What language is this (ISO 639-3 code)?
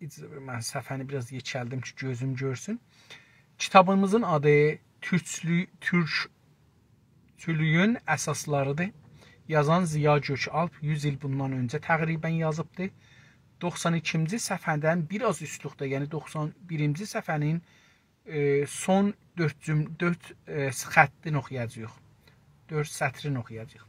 azb